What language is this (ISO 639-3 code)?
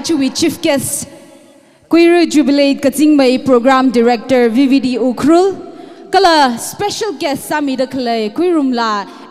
nmf